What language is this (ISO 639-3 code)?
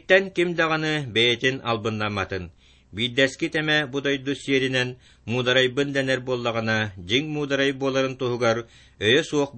sah